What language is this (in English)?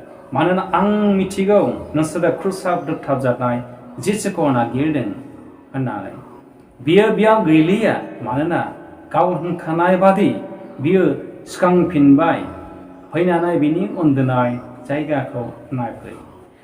Bodo